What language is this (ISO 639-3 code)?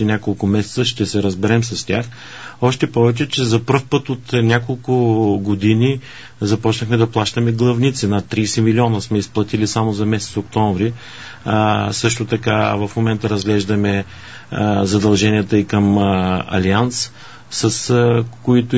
bul